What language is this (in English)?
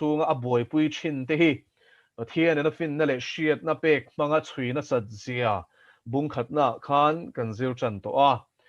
Mizo